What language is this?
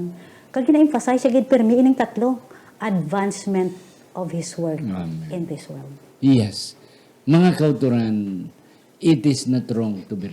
Hiligaynon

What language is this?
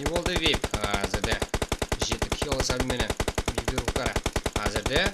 Kara-Kalpak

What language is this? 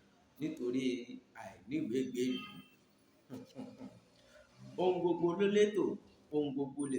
Yoruba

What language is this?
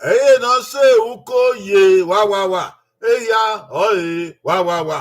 Bini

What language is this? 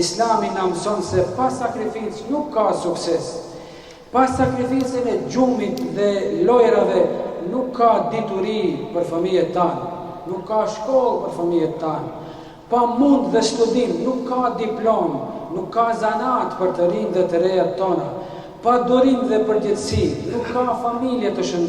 Albanian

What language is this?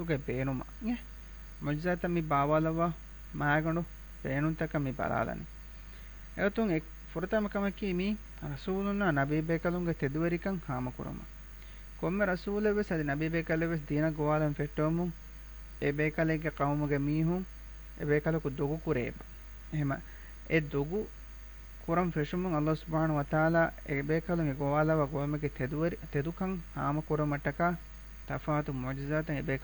Divehi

